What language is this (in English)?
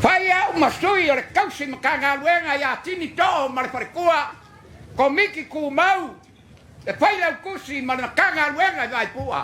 Samoan